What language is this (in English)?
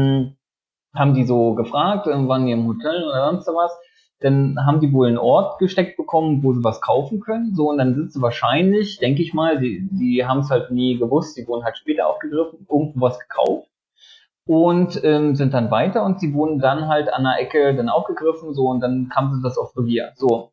German